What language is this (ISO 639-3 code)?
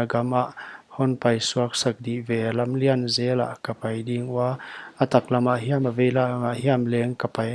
pck